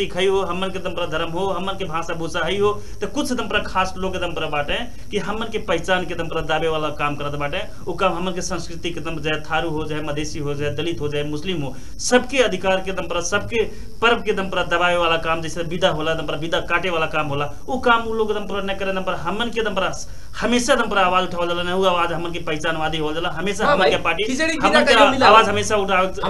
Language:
Bhojpuri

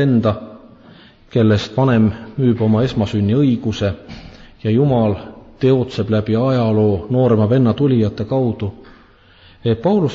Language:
Estonian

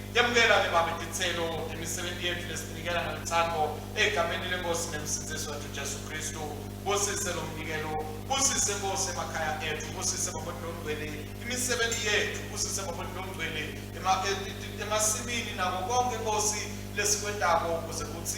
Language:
Swati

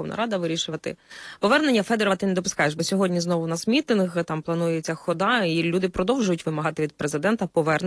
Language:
Ukrainian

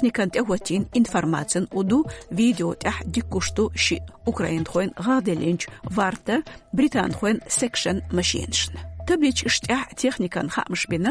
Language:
Chechen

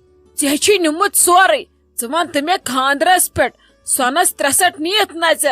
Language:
Kashmiri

